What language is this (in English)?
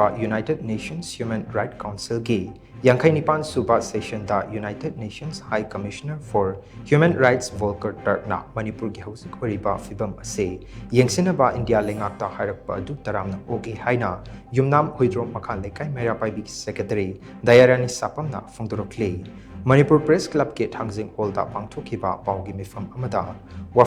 Manipuri